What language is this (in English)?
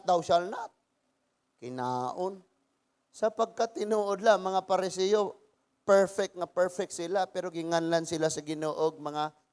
Cebuano